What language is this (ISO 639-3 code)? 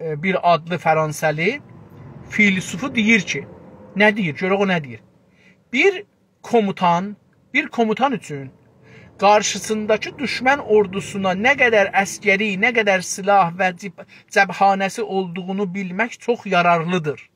azb